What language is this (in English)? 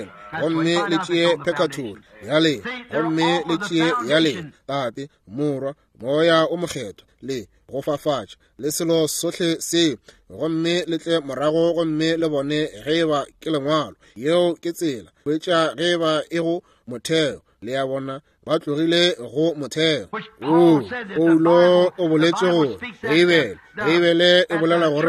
Northern Sotho